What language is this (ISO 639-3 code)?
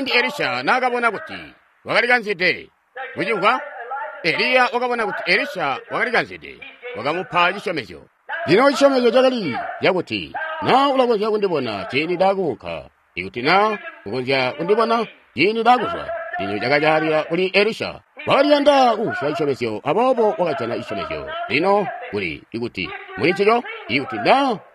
toi